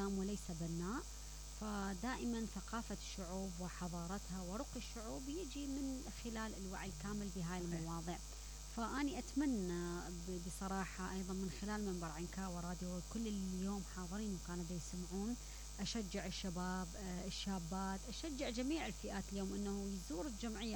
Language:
Mesopotamian Arabic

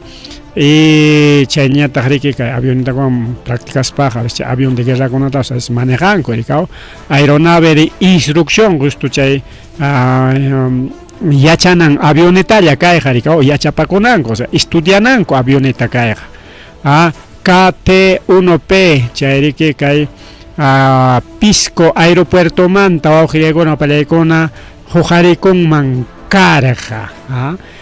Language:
Ayacucho Quechua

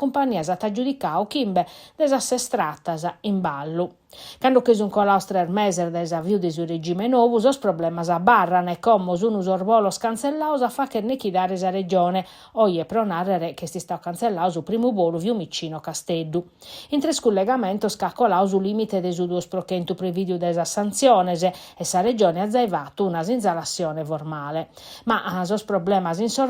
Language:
Sardinian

